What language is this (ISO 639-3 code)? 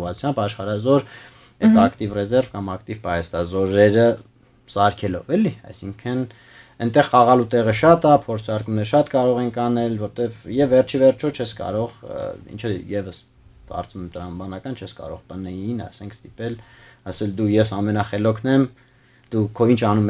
hye